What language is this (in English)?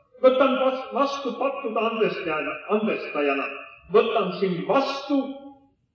Estonian